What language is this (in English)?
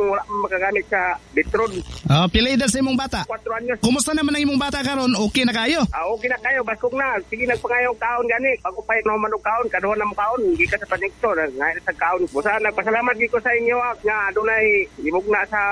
Cebuano